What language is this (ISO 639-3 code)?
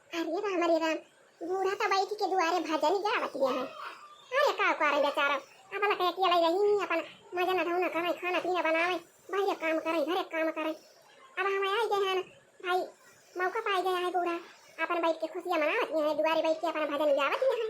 awa